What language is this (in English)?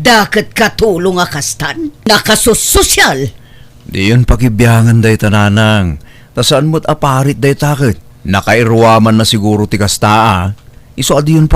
Iloko